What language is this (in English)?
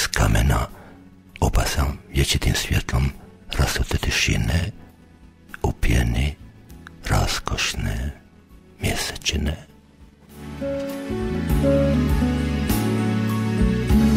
Croatian